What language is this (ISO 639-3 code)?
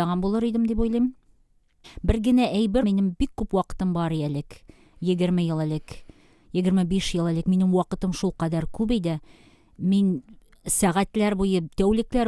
tat